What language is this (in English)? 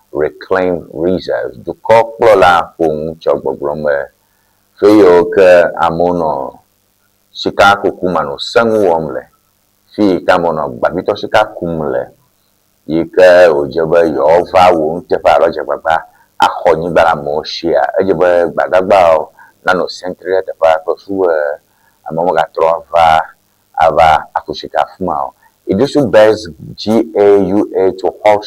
Ewe